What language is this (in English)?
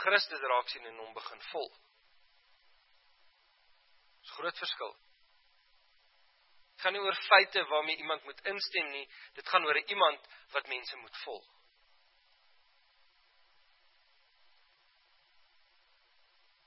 Afrikaans